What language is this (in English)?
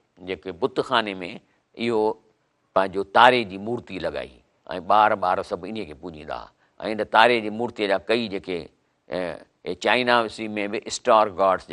Sindhi